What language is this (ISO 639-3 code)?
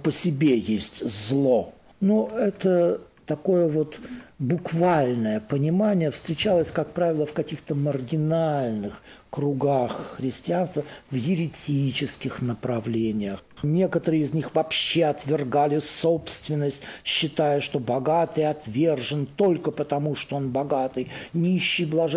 rus